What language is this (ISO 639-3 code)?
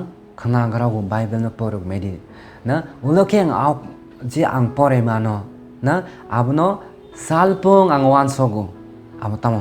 trp